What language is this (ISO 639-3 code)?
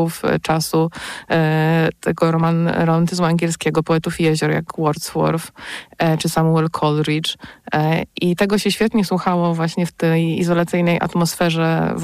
pol